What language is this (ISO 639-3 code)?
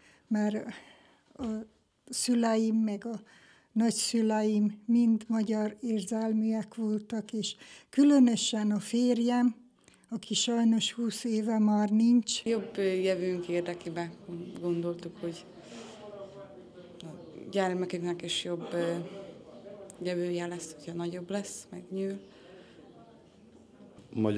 hun